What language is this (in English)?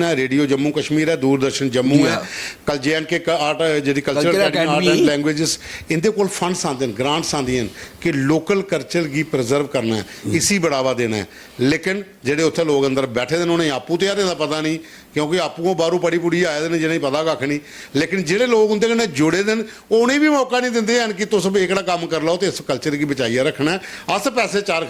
Dogri